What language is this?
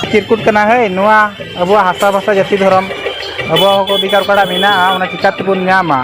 Santali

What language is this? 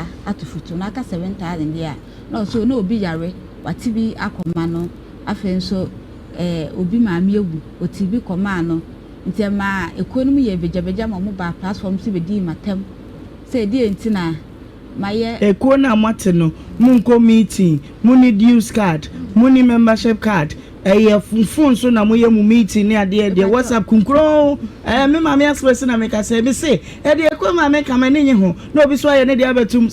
Akan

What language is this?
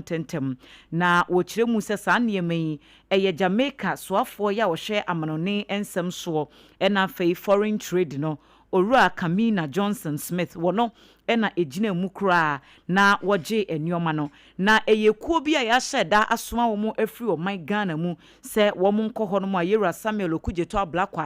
Akan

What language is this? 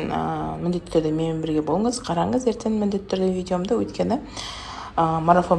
Kazakh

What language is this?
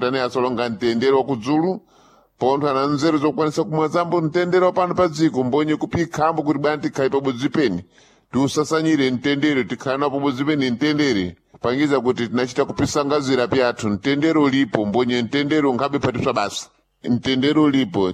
Sena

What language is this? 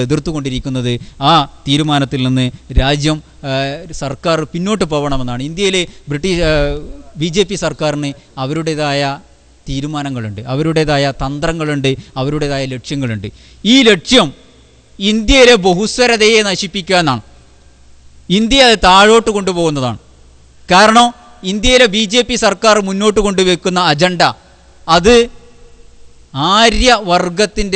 Malayalam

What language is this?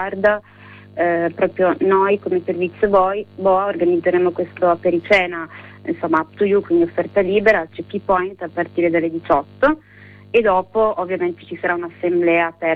Italian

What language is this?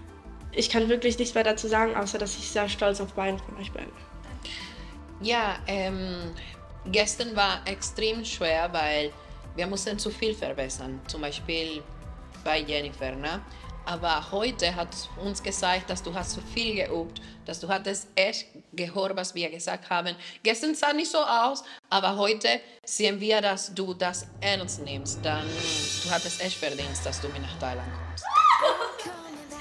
German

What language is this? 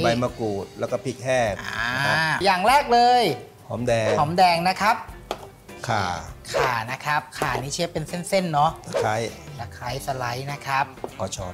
Thai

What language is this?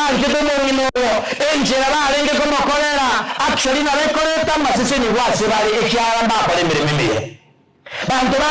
Gusii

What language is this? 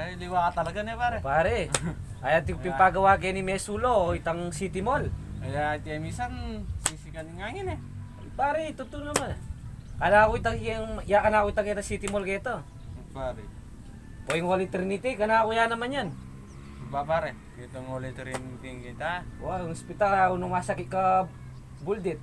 Pampanga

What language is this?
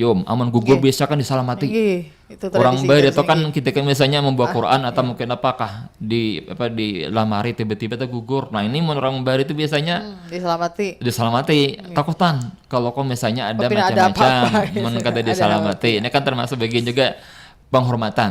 Banjar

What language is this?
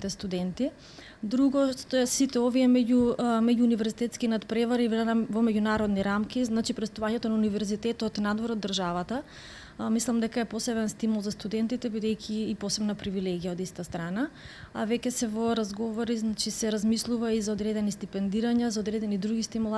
Macedonian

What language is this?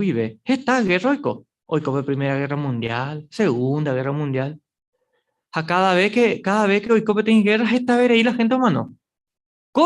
Guarani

